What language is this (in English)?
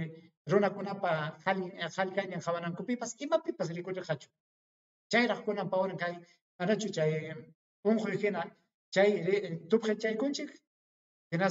Ayacucho Quechua